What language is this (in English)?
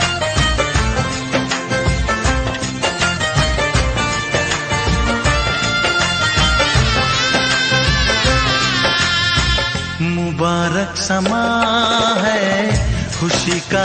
Hindi